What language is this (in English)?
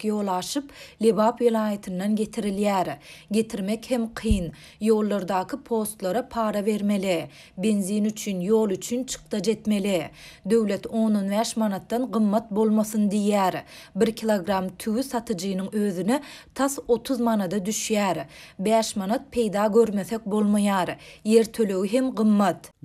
Turkmen